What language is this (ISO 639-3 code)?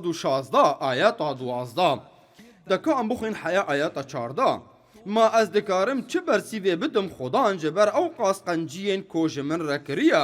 kur